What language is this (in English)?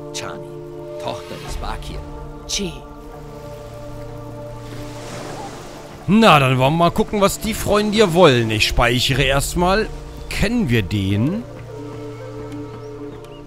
German